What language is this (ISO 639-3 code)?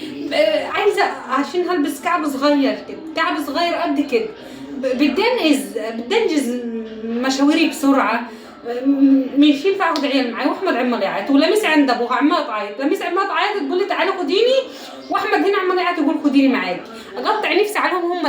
arz